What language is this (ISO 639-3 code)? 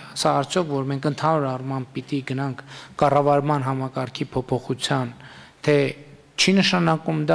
hye